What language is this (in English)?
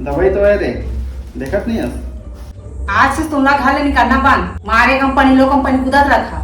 Chhattisgarhi